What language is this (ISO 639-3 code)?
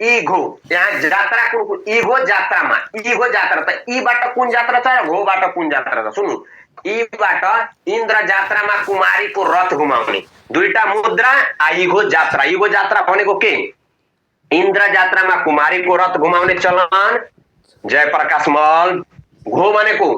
nep